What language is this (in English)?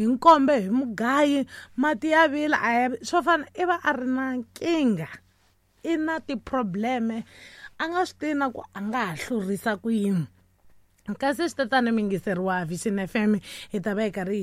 Tsonga